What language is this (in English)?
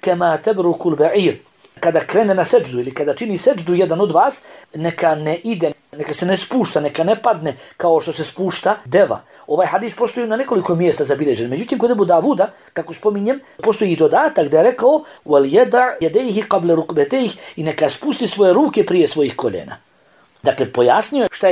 Bosnian